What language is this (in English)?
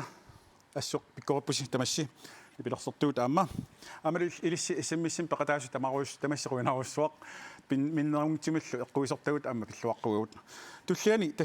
Kalaallisut